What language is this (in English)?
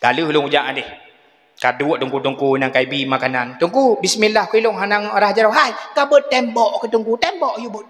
Achinese